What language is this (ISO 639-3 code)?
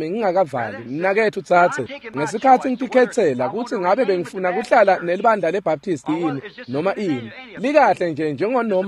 ssw